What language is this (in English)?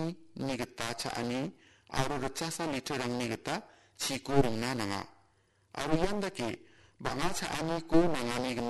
Garo